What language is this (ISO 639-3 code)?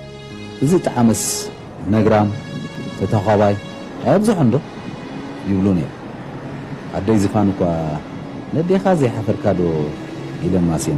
tir